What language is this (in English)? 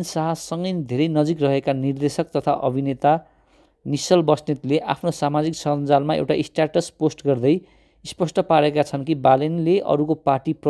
Nepali